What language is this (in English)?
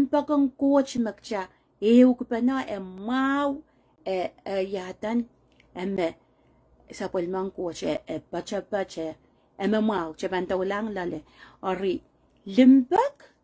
Pohnpeian